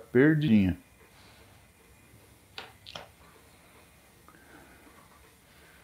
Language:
Portuguese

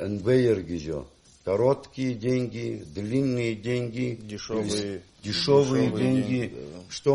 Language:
Abkhazian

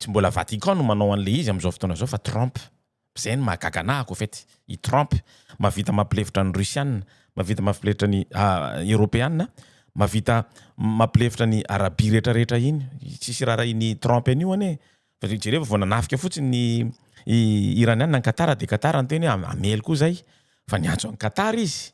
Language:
Malagasy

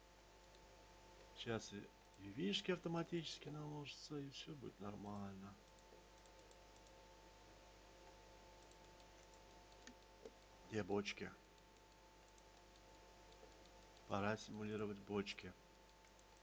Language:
Russian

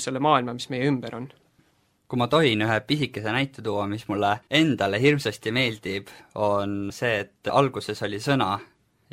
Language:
Estonian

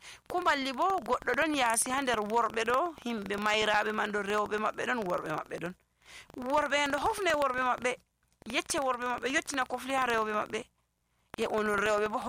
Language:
Nigerian Fulfulde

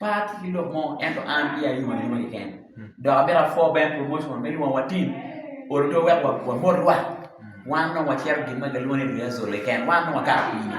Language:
Acoli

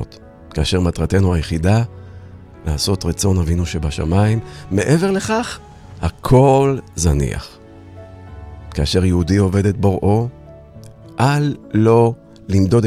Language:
Hebrew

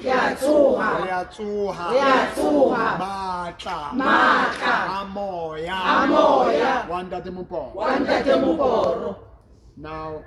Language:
Southern Sotho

